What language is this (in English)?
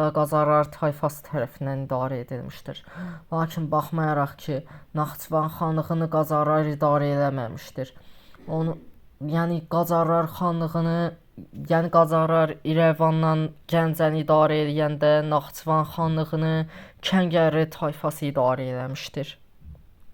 Azerbaijani